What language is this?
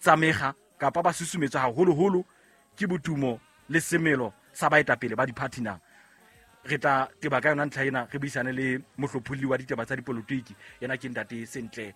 Southern Sotho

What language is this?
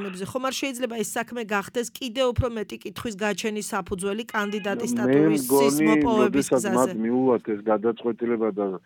Georgian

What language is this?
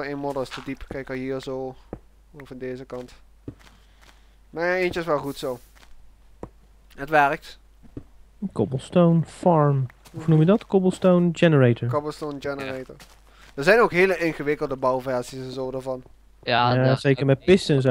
Dutch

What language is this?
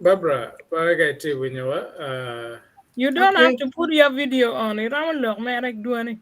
Acoli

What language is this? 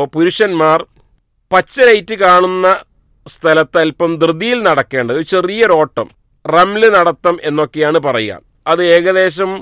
Malayalam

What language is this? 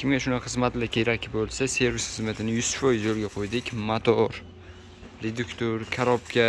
Uzbek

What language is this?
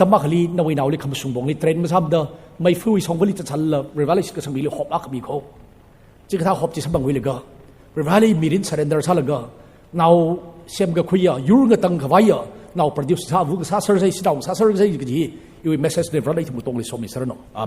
Tangkhul Naga (India)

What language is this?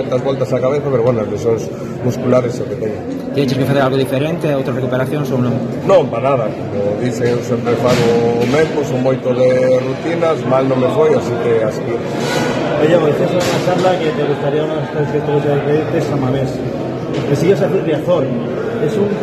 Galician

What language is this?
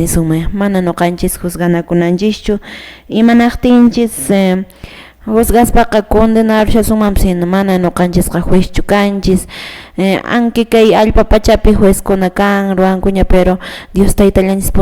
Quechua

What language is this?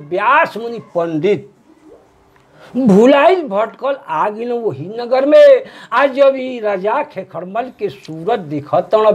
Bhojpuri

